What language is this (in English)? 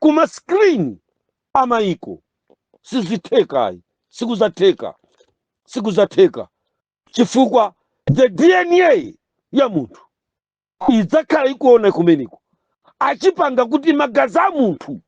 Nyanja